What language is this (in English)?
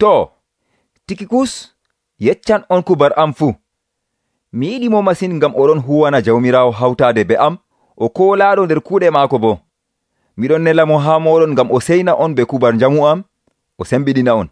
Nigerian Fulfulde